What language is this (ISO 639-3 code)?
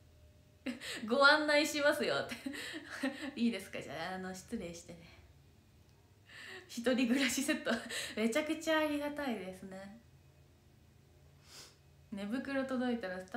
jpn